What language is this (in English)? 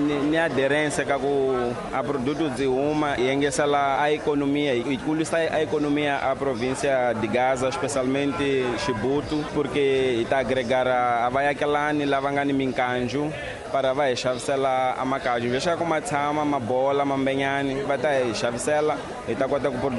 Tsonga